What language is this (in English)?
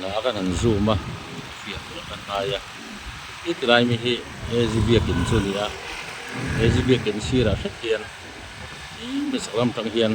Mizo